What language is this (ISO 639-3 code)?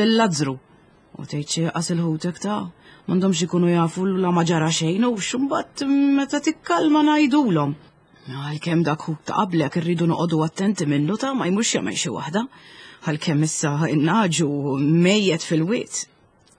mlt